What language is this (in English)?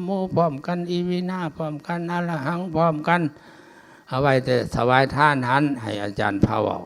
Lao